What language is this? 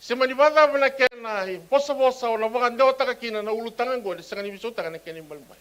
Fijian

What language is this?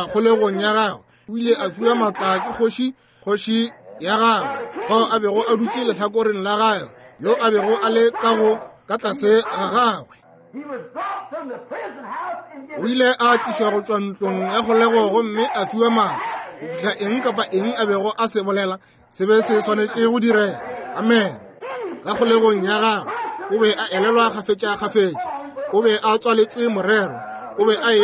Northern Sotho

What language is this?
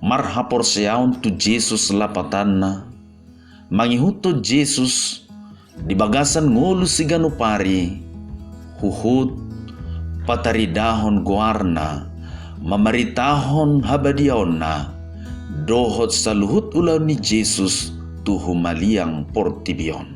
Batak Toba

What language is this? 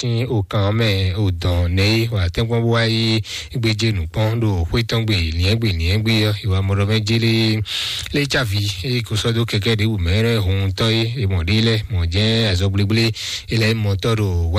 Fon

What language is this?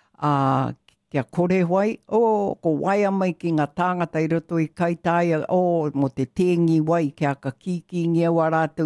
Māori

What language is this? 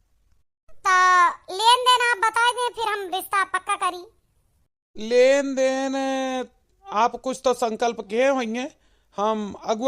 Awadhi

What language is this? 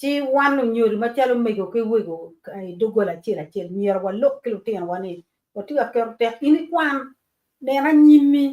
Acoli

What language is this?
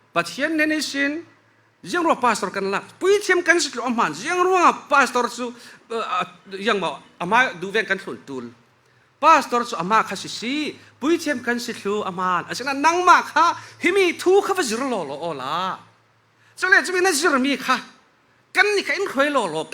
Falam Chin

